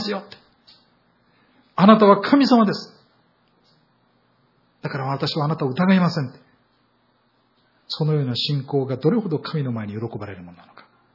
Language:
Japanese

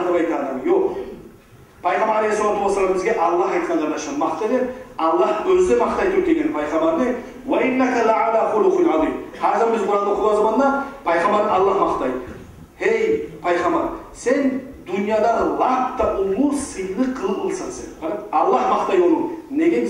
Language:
Kumyk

